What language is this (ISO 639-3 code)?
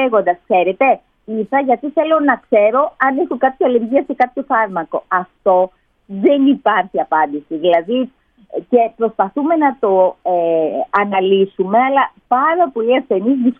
ell